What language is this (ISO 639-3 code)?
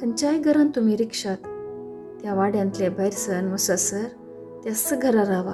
kok